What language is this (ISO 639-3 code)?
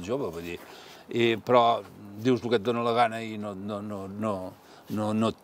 cat